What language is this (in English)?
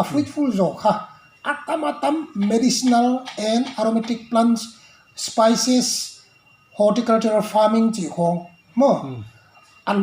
Paite Chin